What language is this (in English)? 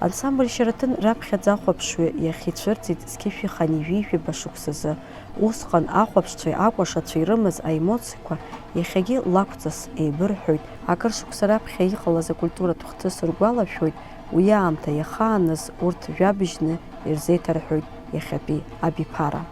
Abkhazian